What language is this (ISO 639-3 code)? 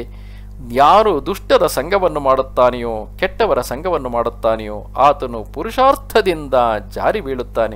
kan